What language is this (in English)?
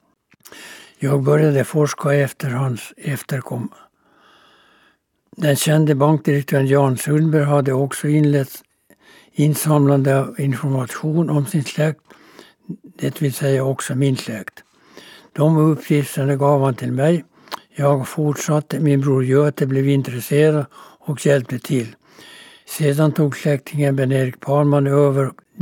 Swedish